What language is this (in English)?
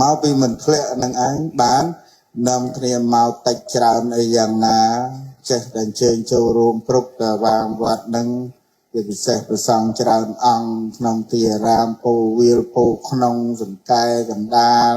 Khmer